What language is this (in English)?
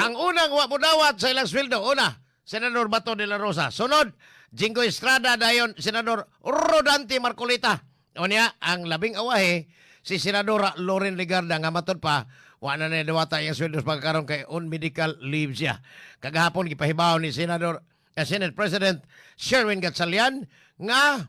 Cebuano